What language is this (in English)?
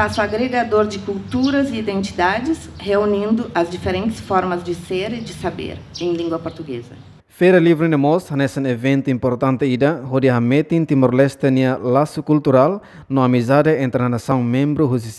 Tetum